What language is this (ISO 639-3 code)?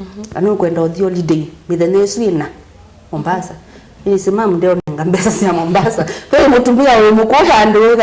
kam